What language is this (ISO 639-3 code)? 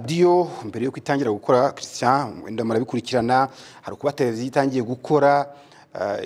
kin